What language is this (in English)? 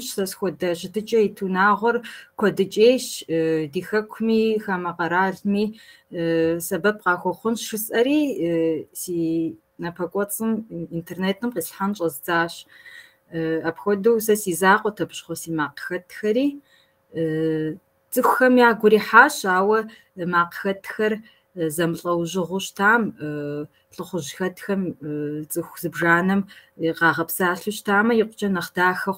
Kabardian